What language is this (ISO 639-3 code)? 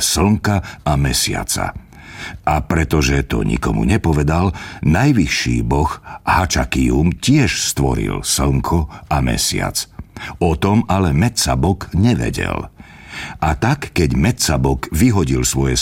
slk